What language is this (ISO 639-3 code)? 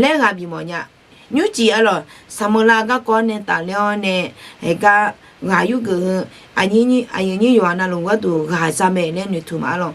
ahk